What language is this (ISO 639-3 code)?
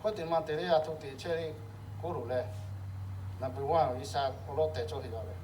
lhu